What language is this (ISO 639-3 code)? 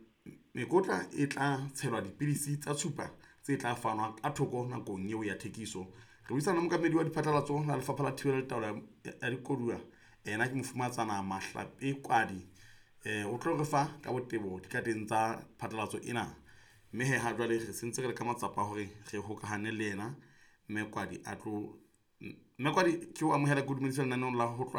sot